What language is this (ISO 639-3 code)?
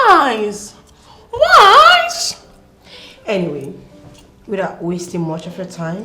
pcm